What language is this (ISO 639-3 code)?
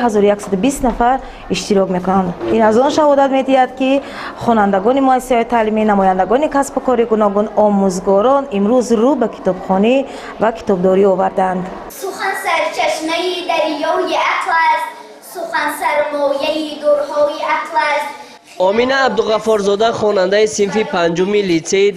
tgk